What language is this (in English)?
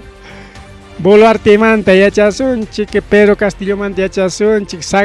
Ayacucho Quechua